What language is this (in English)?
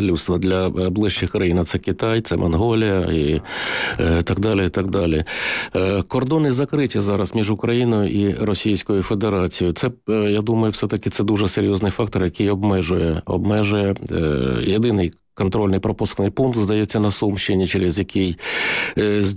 Ukrainian